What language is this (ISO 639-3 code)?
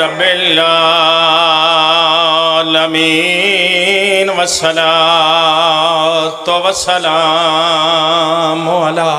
phr